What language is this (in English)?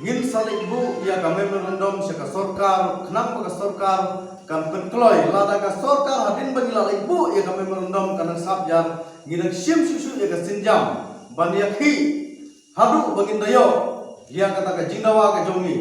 Khasi